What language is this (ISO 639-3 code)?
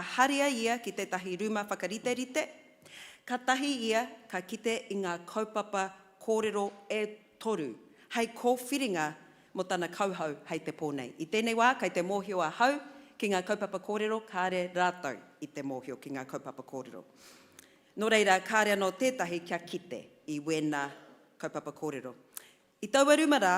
mri